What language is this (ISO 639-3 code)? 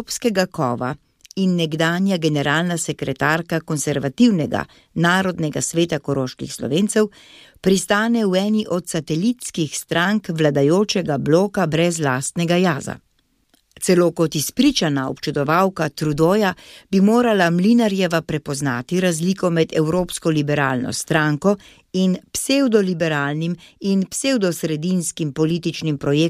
slv